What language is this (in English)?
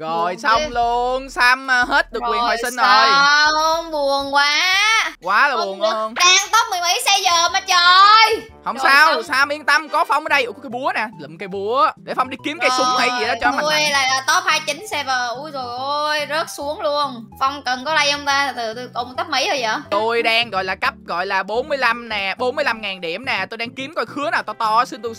Vietnamese